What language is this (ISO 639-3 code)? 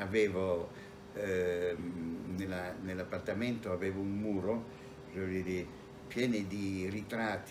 ita